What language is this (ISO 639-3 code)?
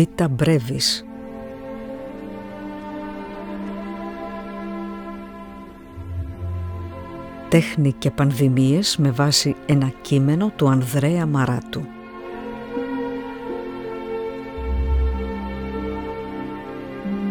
ell